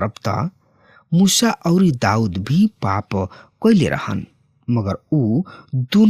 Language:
Bhojpuri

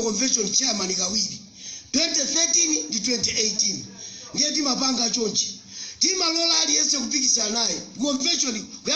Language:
Nyanja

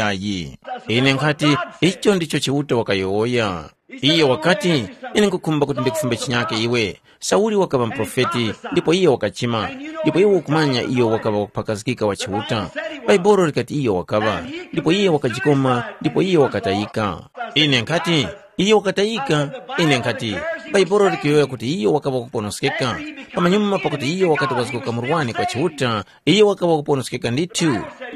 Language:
Tumbuka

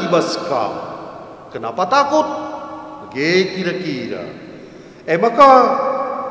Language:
Batak Karo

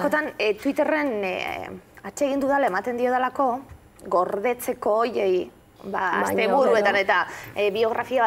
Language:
Basque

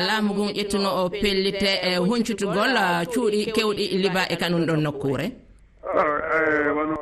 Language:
Fula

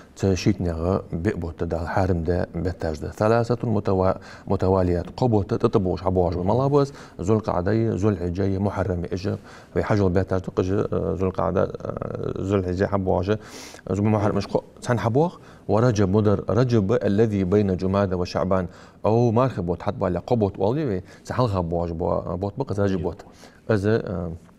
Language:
Ingush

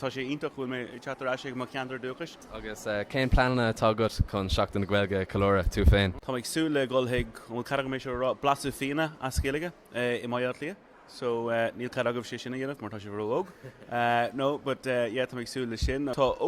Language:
Irish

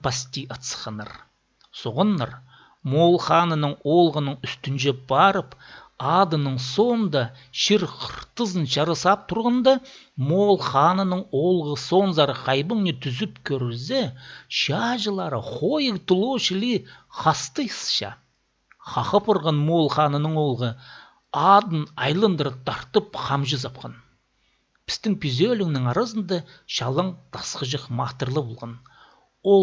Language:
Khakas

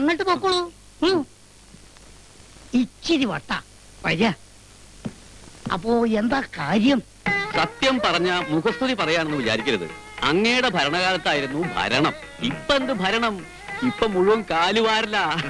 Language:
Malayalam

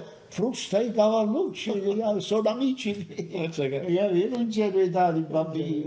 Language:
Neapolitan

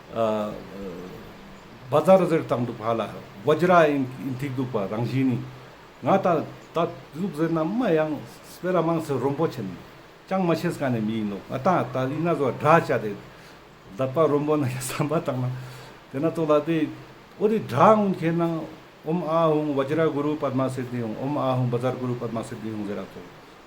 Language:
Ladakhi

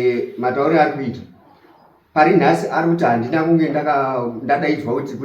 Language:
Shona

